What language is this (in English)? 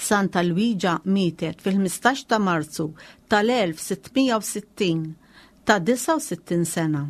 Maltese